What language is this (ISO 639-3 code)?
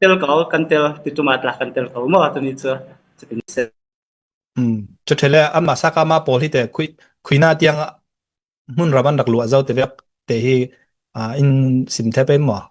cfm